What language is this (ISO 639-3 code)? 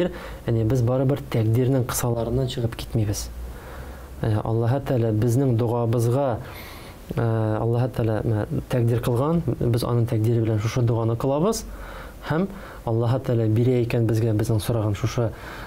tat